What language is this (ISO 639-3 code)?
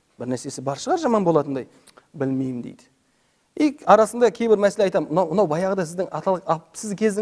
kaz